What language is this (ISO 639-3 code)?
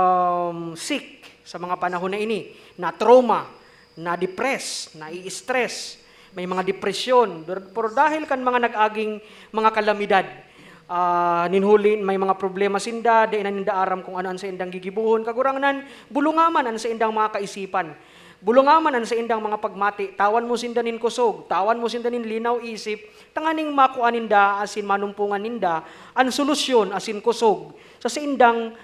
bik